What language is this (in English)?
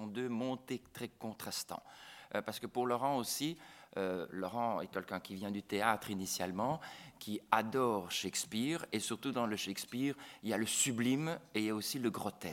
Catalan